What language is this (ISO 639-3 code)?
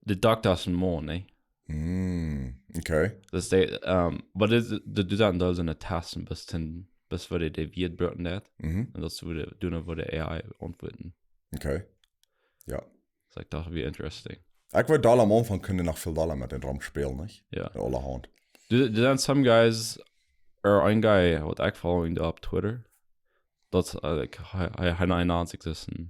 pdt